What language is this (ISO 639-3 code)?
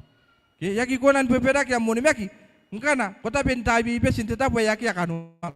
gil